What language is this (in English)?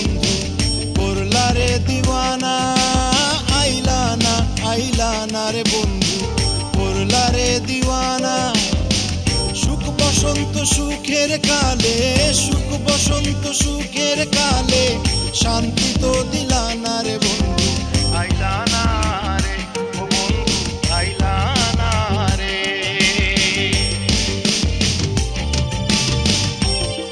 Bangla